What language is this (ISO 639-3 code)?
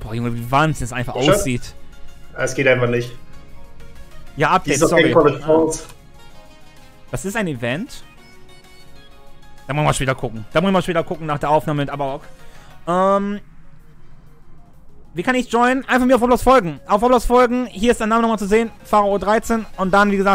deu